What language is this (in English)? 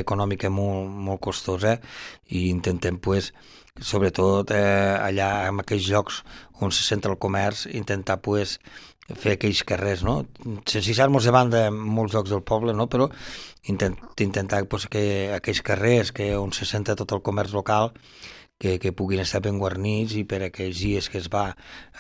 Catalan